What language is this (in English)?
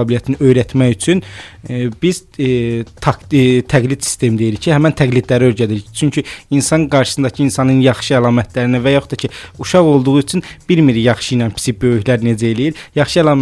Azerbaijani